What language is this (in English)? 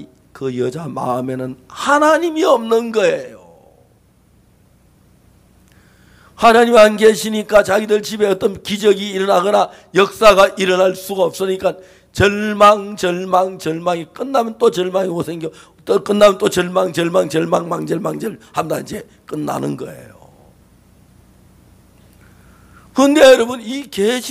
Korean